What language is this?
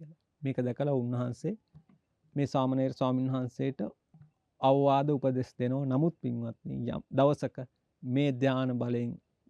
Sinhala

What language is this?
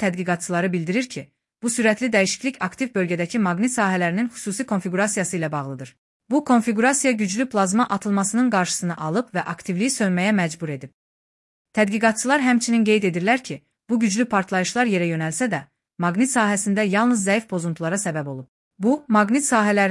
Azerbaijani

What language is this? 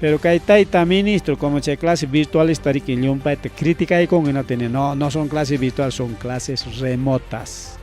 Ayacucho Quechua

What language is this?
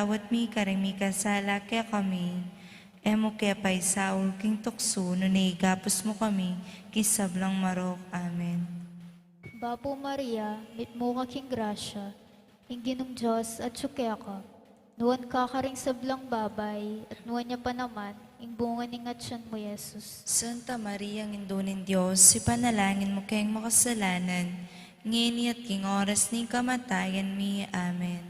Pampanga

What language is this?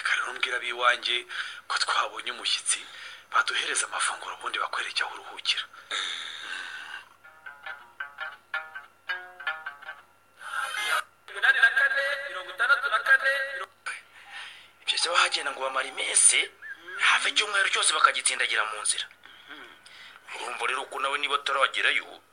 Kinyarwanda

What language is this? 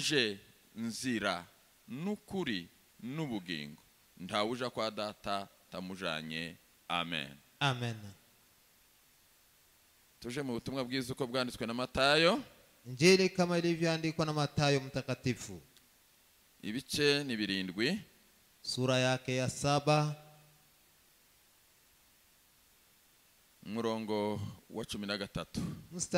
Kinyarwanda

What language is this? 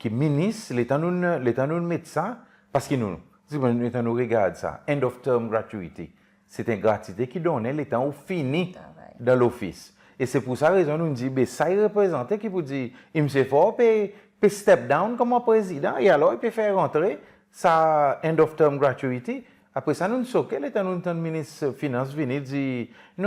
Seselwa Creole French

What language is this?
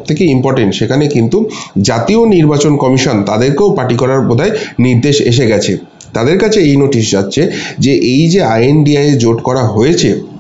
Bangla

